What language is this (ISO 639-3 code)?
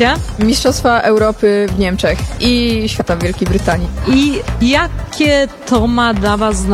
pol